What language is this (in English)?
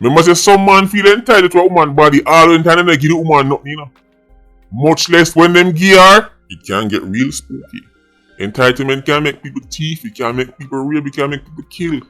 Jamaican Creole English